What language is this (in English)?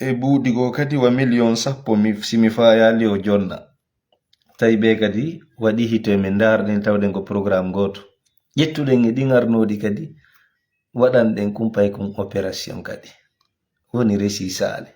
Fula